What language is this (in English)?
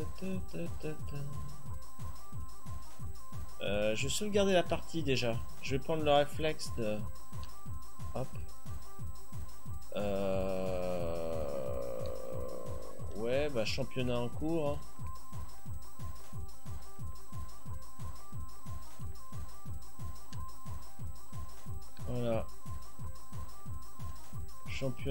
French